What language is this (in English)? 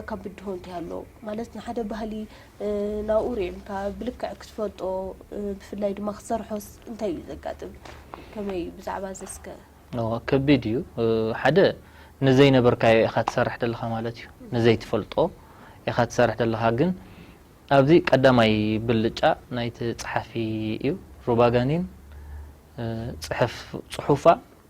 Tigrinya